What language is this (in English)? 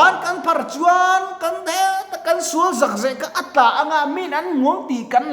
Mizo